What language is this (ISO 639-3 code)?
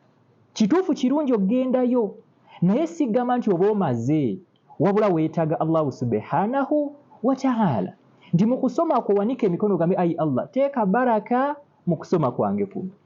lug